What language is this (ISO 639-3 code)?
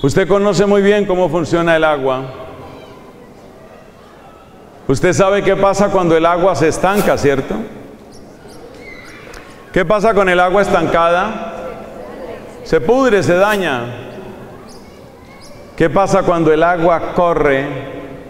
spa